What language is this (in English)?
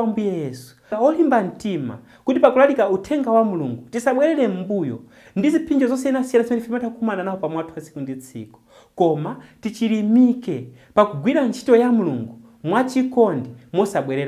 Nyanja